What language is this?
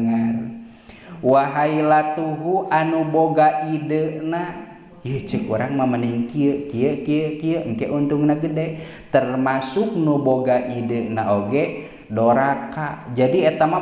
Sundanese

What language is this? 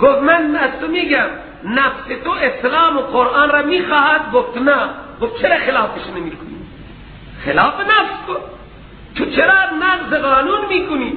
Persian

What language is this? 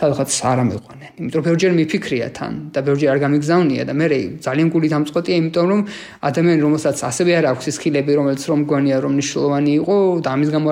Georgian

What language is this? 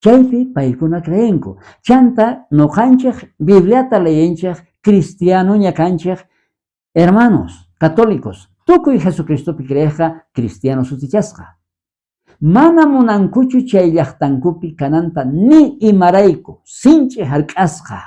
South Bolivian Quechua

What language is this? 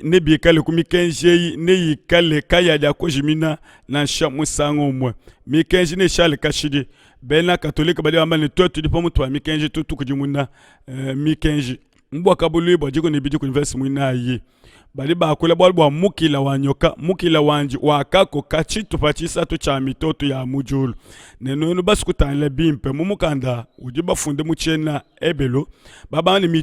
Luba-Lulua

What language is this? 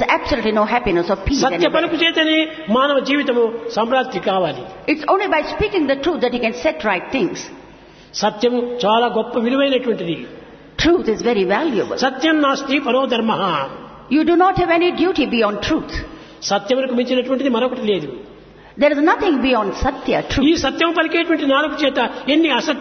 Telugu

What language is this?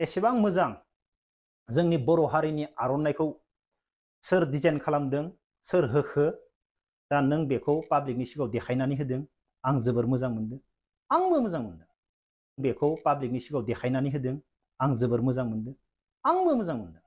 Bodo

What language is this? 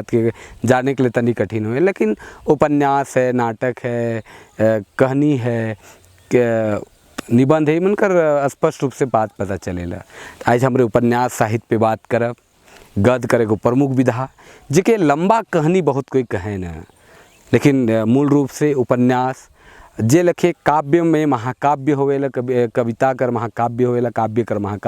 Sadri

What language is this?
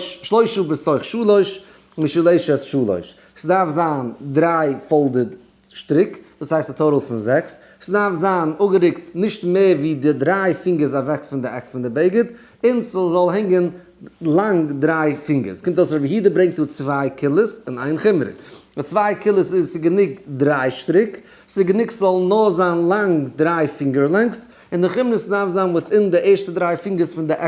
Yiddish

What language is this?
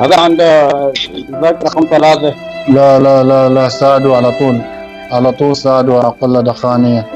Mesopotamian Arabic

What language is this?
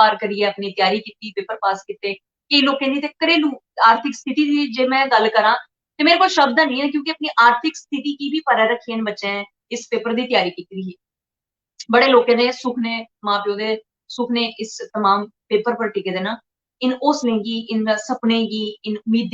Dogri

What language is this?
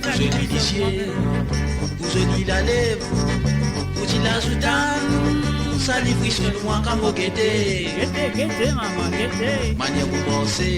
Morisyen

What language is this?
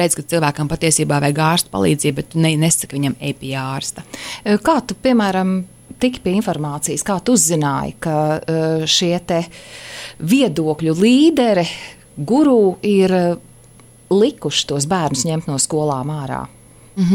Latvian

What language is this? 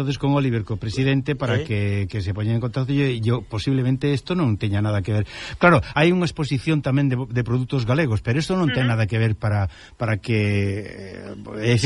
Galician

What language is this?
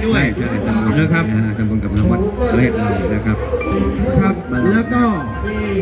Thai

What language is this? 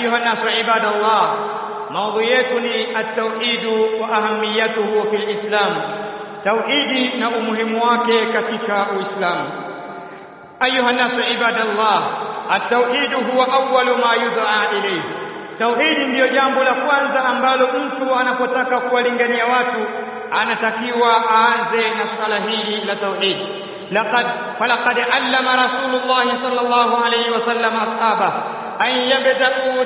Swahili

